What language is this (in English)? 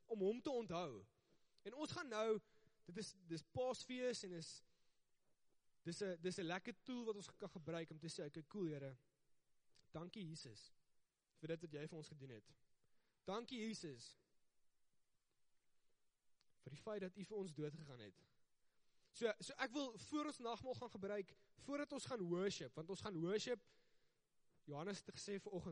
Afrikaans